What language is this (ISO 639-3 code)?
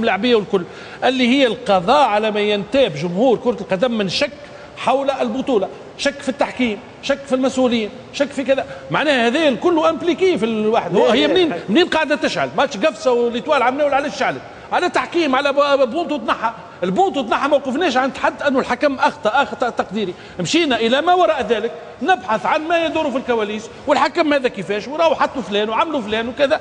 aeb